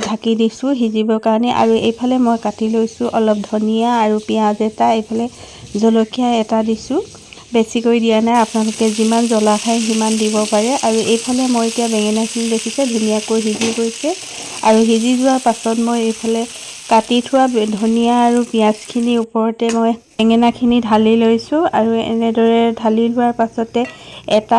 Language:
Assamese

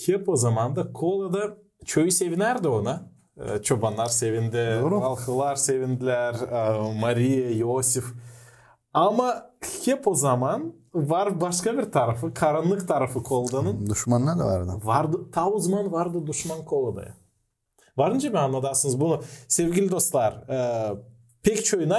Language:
Gagauz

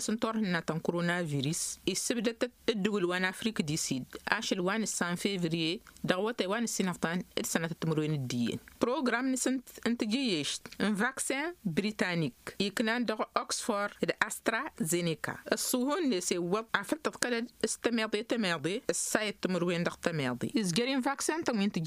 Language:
Tamasheq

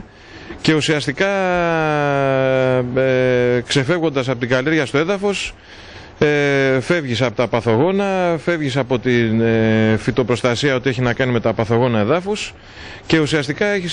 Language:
Greek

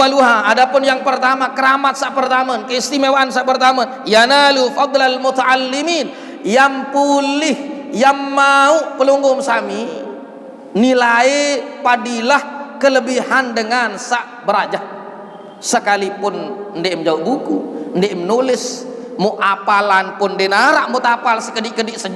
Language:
Sasak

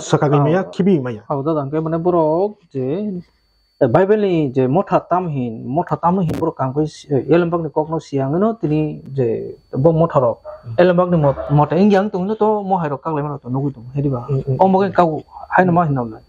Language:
Kok Borok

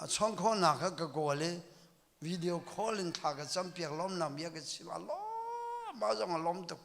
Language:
Hakha Chin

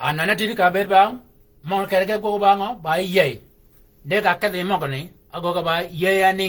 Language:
Shilluk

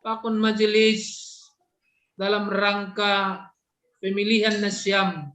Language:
Batak Simalungun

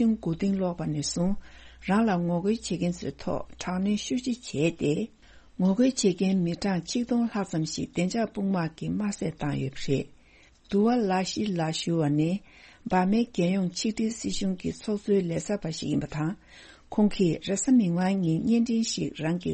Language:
Tibetan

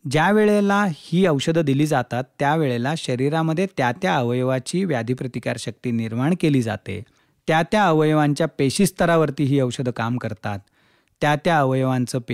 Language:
Marathi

